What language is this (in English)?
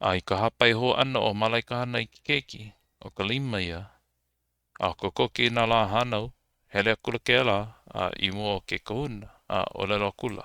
Hawaiian